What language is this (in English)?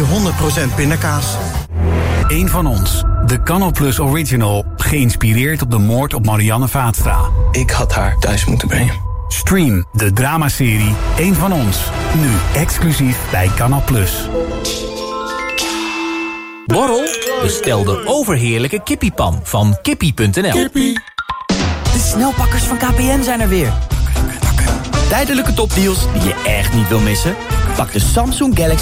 Dutch